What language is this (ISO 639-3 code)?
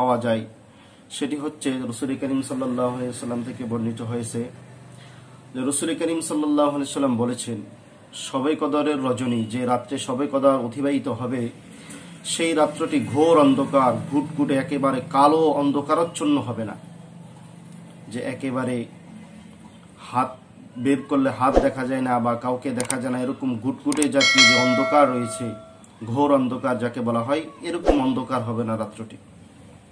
ben